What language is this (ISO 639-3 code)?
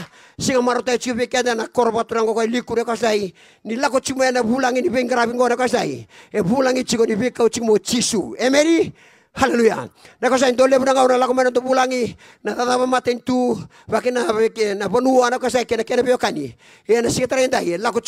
fij